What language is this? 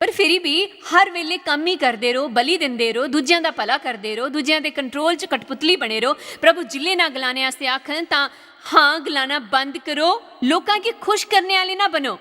Dogri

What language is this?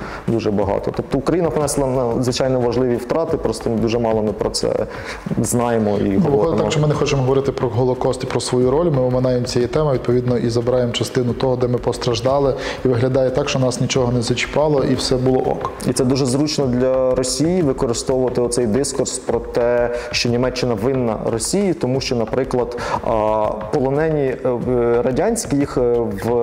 Ukrainian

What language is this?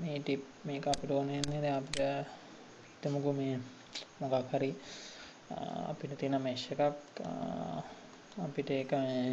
Sinhala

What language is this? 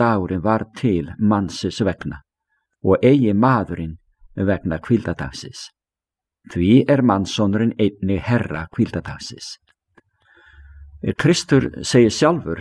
Icelandic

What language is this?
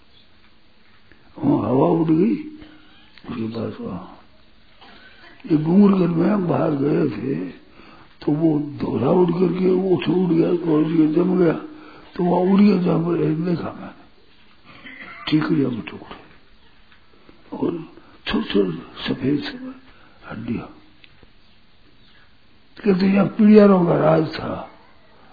Hindi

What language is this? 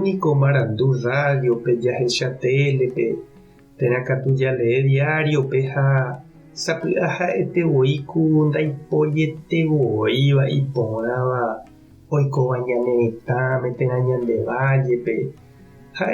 Guarani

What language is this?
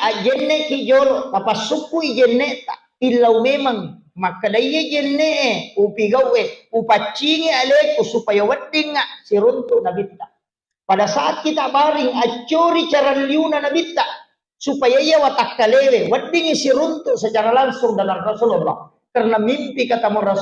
Buginese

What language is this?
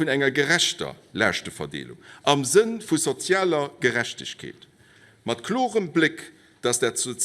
Luxembourgish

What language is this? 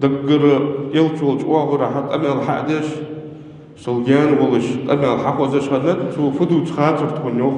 Ingush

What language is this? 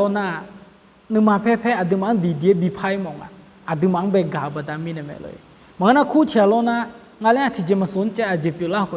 Akha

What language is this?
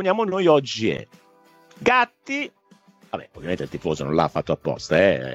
Italian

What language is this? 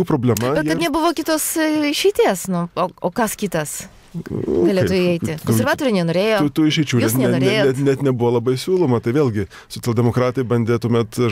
Lithuanian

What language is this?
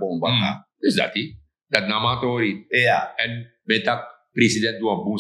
Sranan Tongo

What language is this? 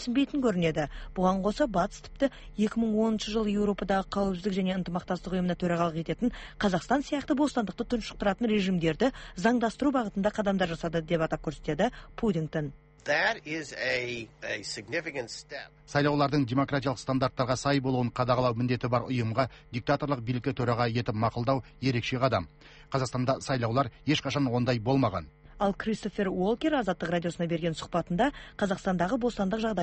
Kazakh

